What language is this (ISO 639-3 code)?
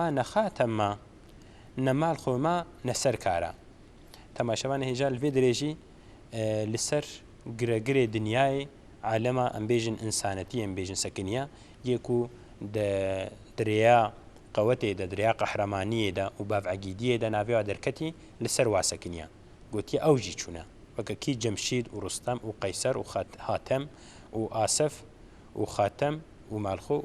kur